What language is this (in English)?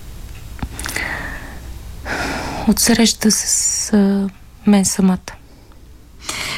Bulgarian